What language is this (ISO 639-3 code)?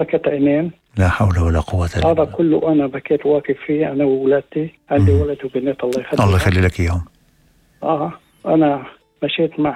apc